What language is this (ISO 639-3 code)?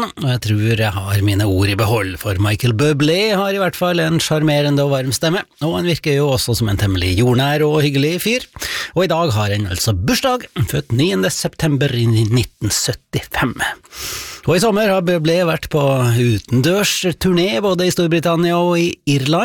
nor